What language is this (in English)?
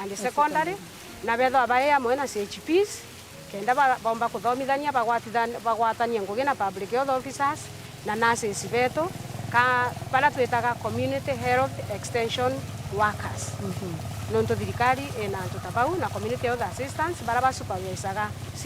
Meru